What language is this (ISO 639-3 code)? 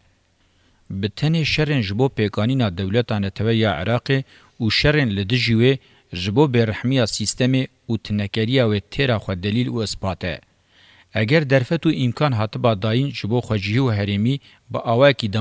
kur